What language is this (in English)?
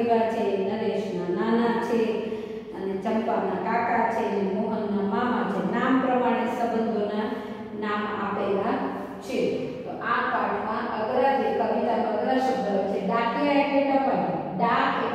Gujarati